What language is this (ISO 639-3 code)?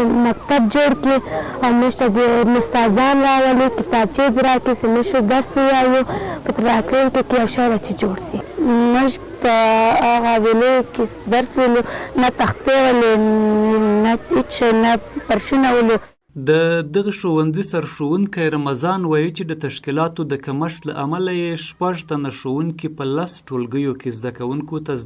pus